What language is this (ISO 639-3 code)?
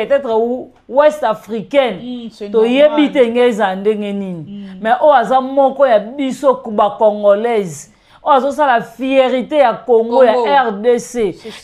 lin